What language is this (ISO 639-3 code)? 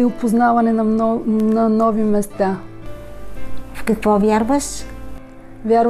bul